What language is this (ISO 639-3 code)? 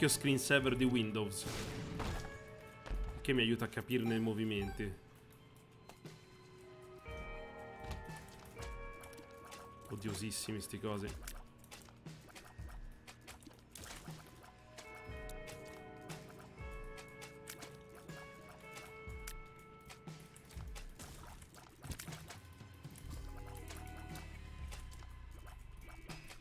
ita